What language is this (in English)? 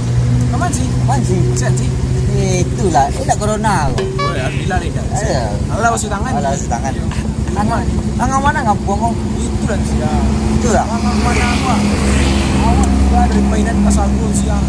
Minangkabau